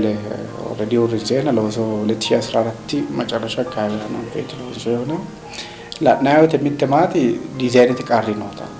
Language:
Sidamo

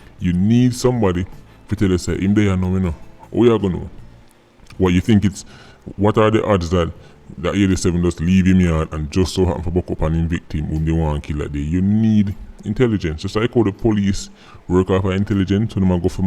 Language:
Jamaican Creole English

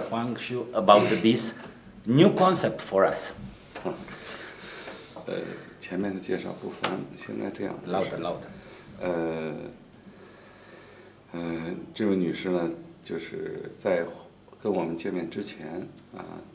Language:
Romanian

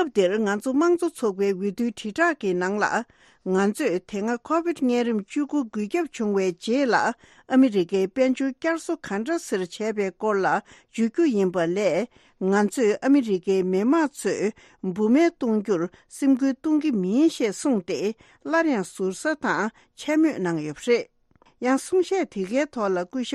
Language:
Tibetan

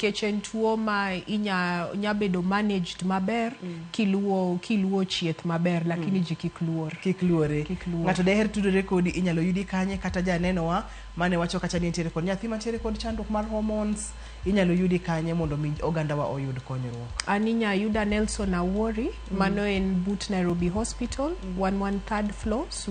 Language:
Luo (Kenya and Tanzania)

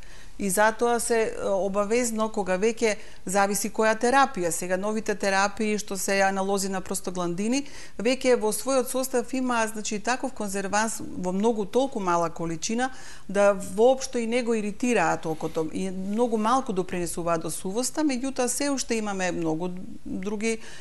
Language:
Macedonian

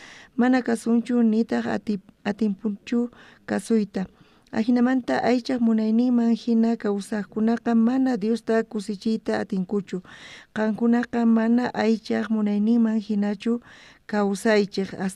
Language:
South Bolivian Quechua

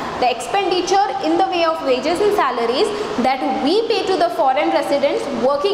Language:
English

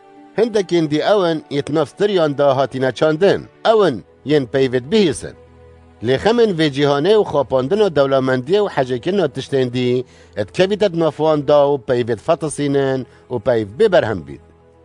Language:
Kurdish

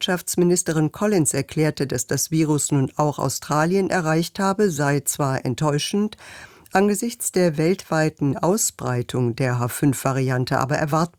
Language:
German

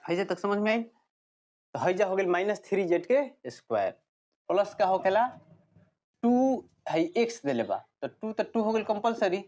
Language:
Bhojpuri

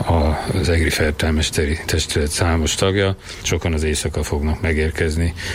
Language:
Hungarian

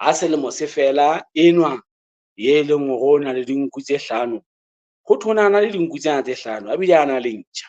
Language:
Southern Sotho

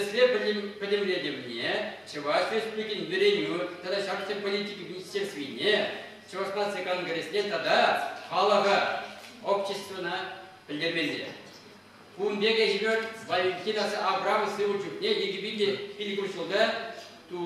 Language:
Chuvash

